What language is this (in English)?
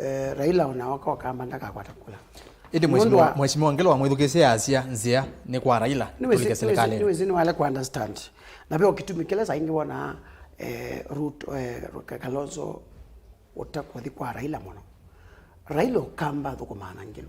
Kamba